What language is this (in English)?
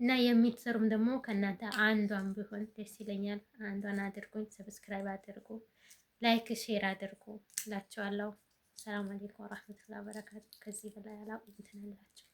Amharic